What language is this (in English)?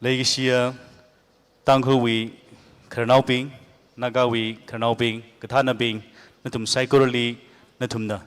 Tangkhul Naga (India)